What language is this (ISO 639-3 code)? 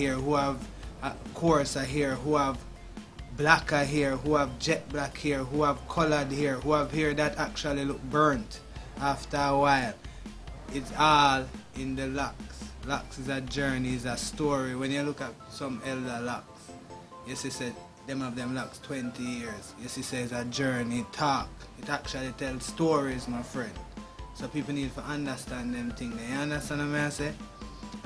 jam